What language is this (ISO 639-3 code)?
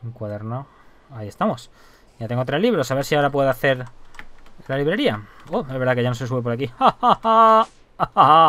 spa